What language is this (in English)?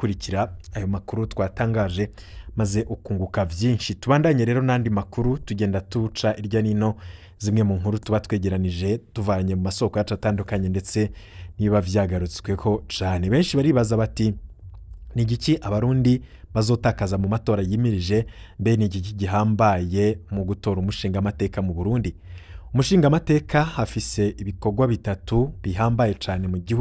Rundi